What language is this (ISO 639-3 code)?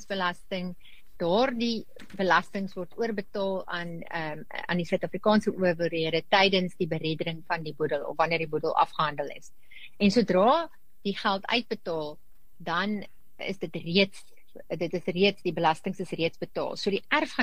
afr